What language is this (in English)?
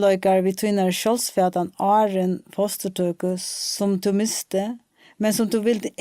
Faroese